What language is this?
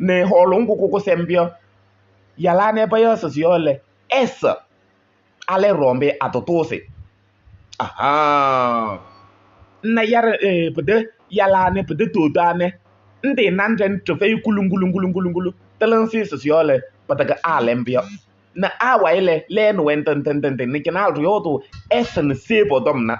Kabiyè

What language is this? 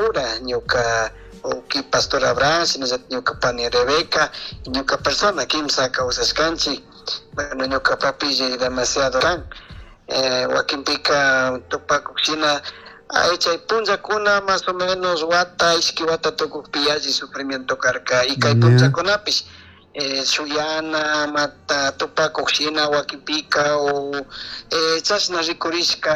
Chimborazo Highland Quichua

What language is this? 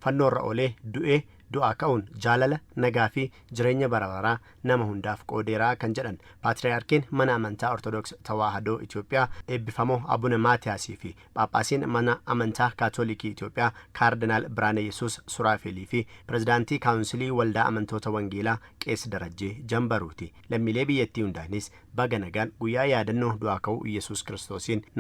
Oromo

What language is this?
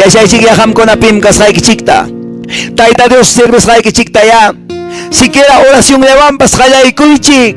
Quechua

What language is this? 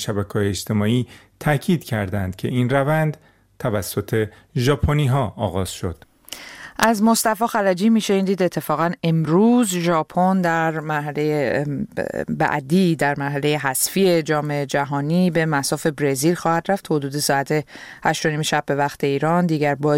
Persian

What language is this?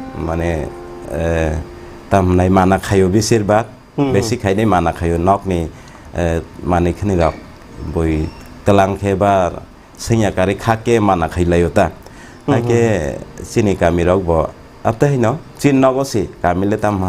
Kok Borok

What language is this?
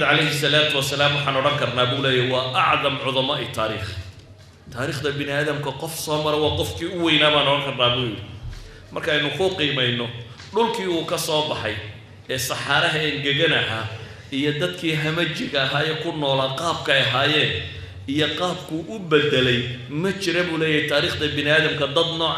Somali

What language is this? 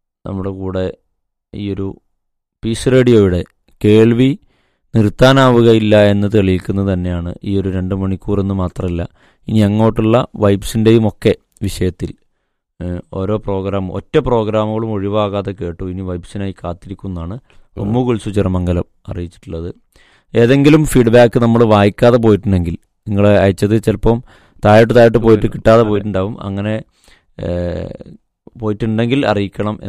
Malayalam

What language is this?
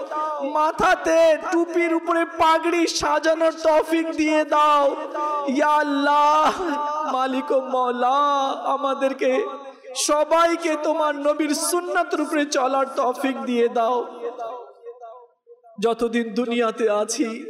Bangla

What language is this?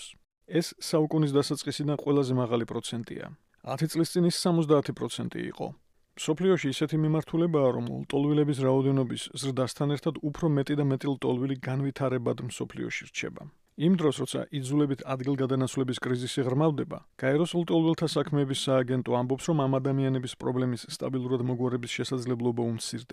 Georgian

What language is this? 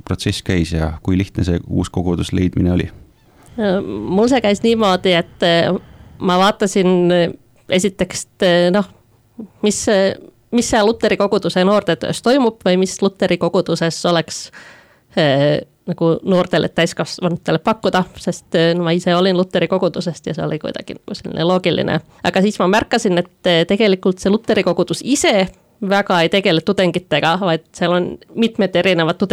Estonian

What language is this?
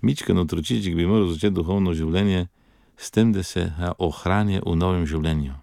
Slovenian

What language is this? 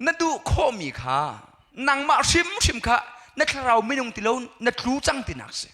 Hakha Chin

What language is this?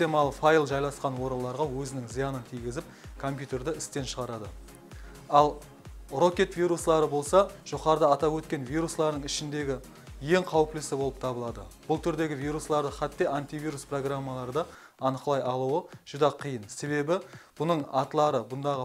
Kara-Kalpak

